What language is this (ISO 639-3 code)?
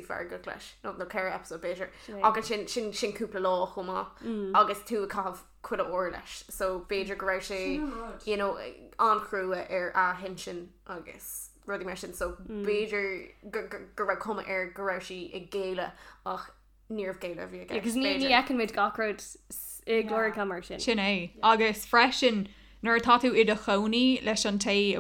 gle